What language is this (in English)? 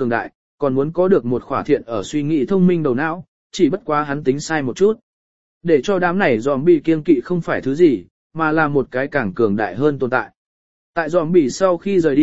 Vietnamese